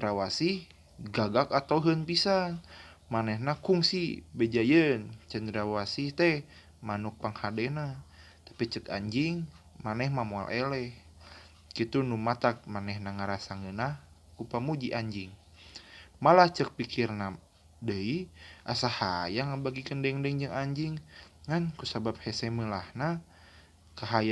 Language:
Sundanese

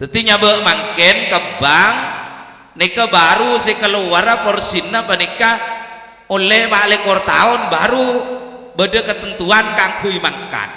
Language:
Madurese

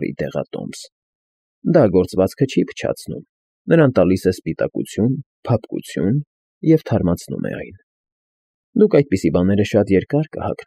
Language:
Armenian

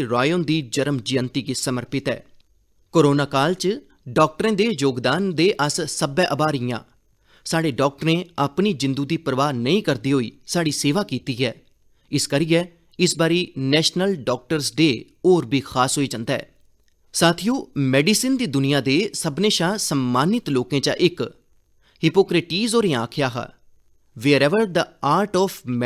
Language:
Dogri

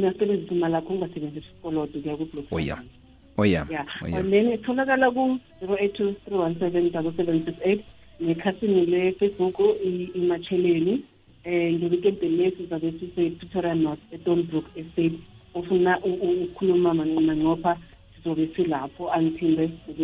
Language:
South Ndebele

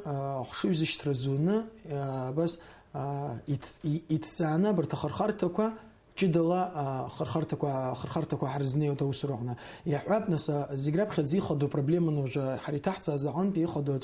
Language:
Abkhazian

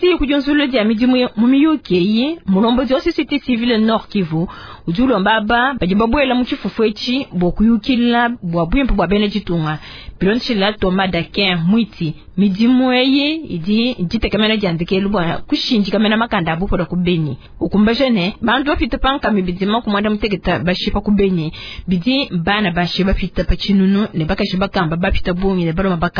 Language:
Luba-Lulua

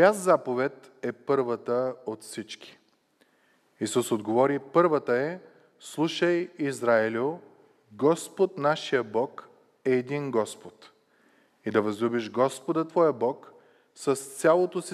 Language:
Bulgarian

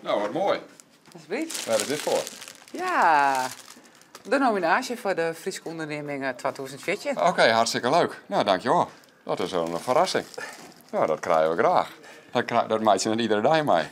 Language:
Western Frisian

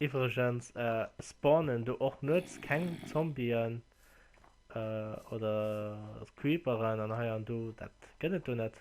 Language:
Luxembourgish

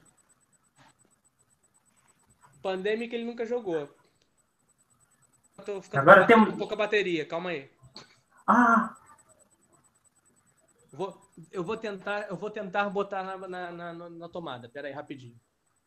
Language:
Portuguese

